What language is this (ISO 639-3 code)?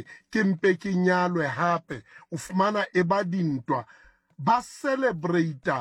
sot